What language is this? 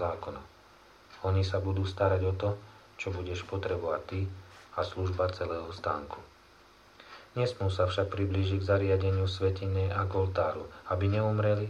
Slovak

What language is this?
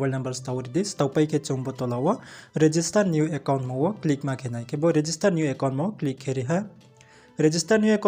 Riang (India)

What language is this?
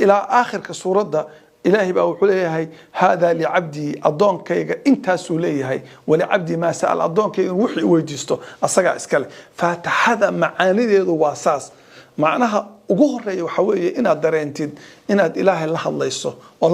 Somali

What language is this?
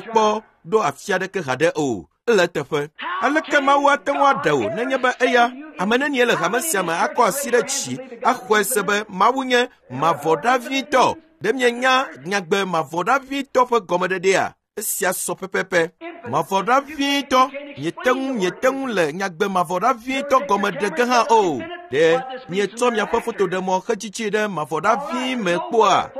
Ewe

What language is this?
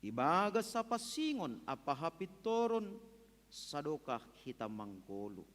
Batak Simalungun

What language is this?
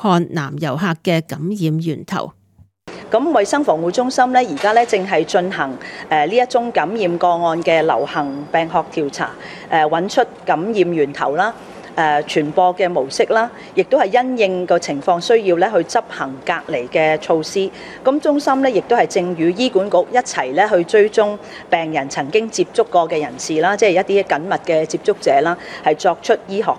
Cantonese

